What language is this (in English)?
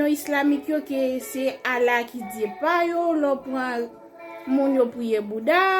Haitian Creole